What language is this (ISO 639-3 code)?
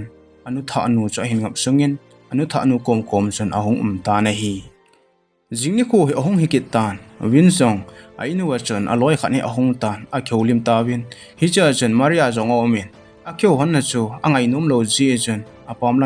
tcz